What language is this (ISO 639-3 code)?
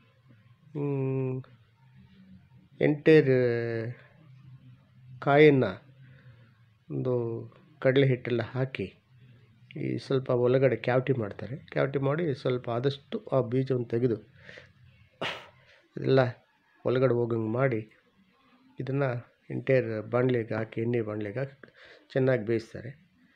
kan